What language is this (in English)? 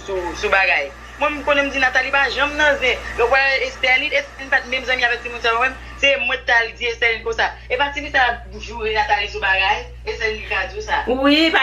Haitian Creole